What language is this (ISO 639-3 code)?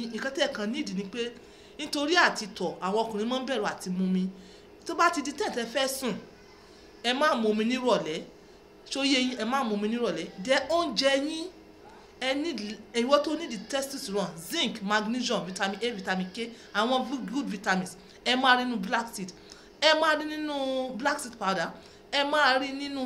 yor